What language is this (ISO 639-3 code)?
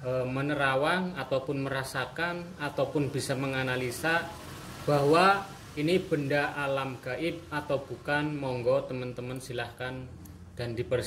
ind